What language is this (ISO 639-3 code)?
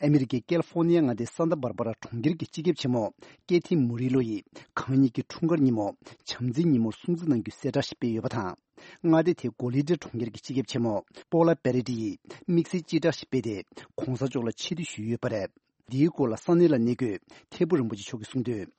bod